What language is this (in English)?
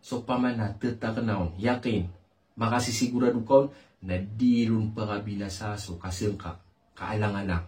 Maranao